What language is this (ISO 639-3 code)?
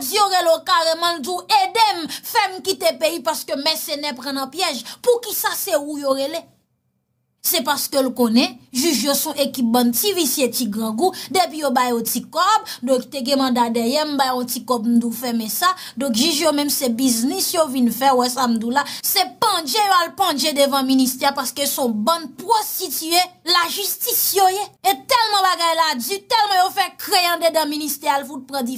hat